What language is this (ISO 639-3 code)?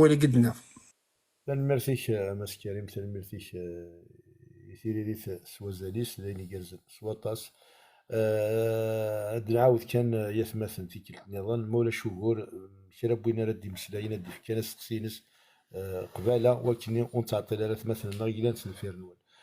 kab